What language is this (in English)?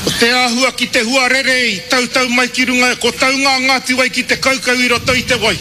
Māori